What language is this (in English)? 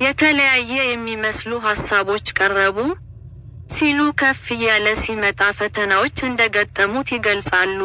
Amharic